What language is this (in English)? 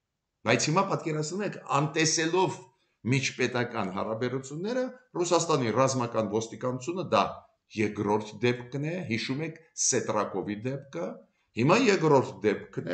Armenian